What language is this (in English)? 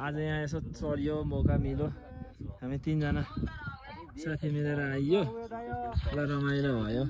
Nepali